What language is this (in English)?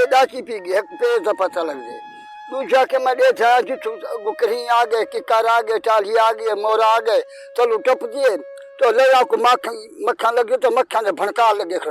Saraiki